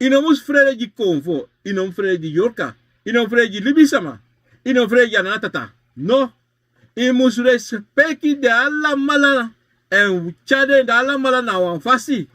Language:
Sranan Tongo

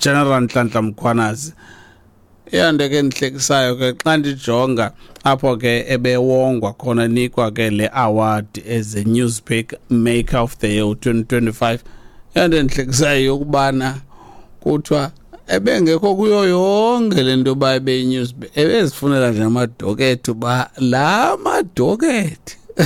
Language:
Xhosa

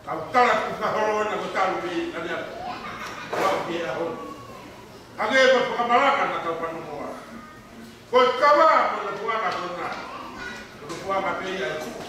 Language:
Tongan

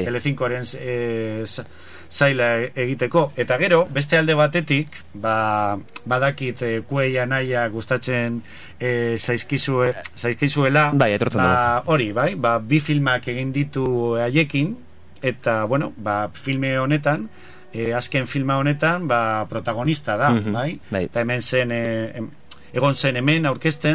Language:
Basque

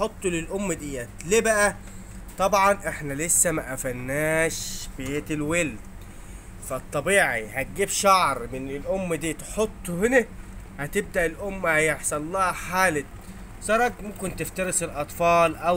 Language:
Egyptian Arabic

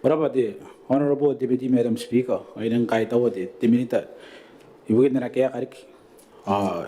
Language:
Gilbertese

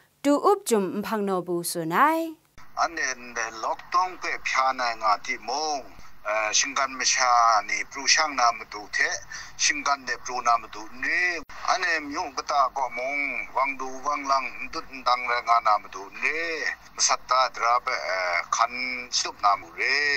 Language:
Kachin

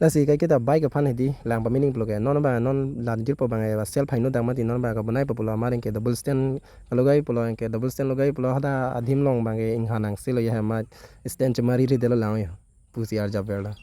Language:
Karbi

